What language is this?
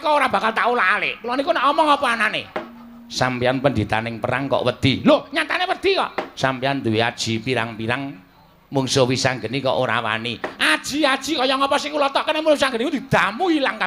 Javanese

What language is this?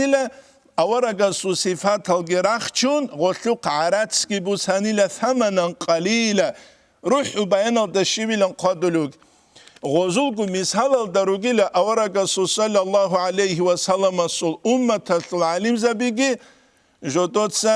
Avaric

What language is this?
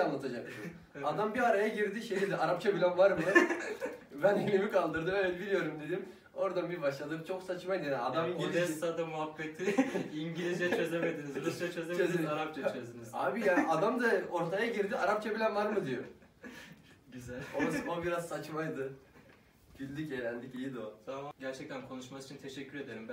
Turkish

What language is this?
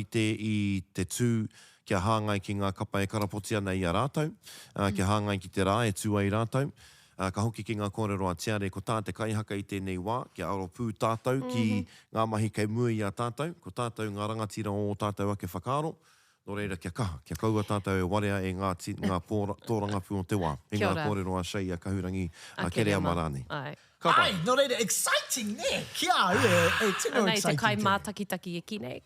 Māori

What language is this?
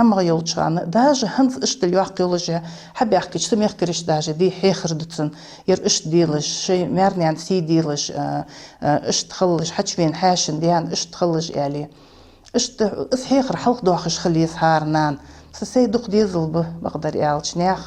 Ingush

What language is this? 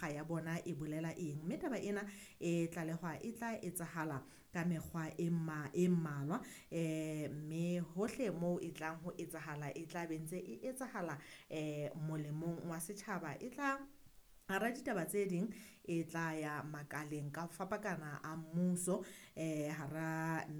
Southern Sotho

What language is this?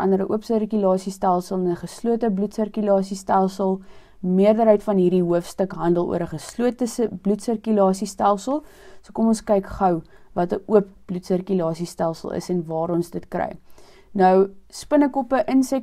Afrikaans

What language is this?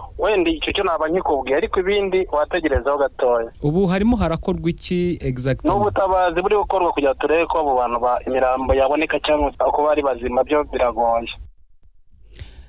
Kinyarwanda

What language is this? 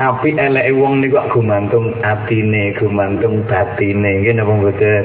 Javanese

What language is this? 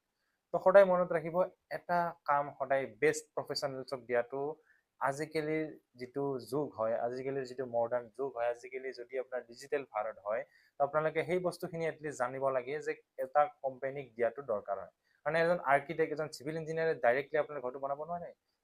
Assamese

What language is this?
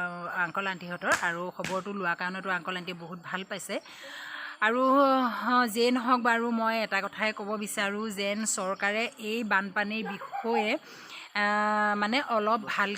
Assamese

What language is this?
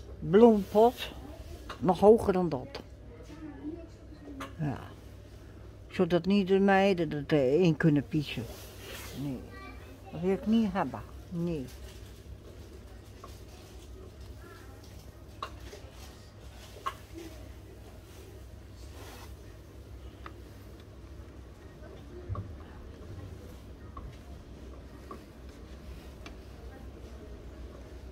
Dutch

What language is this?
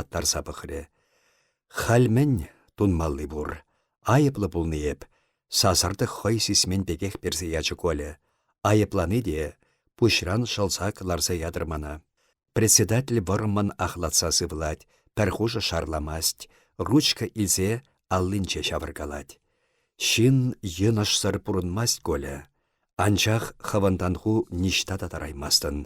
Chuvash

